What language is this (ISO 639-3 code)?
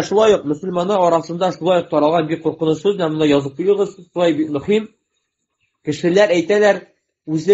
tat